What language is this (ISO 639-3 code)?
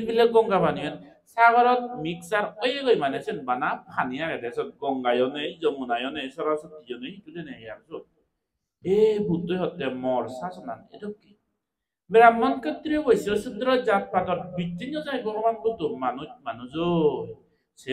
ccp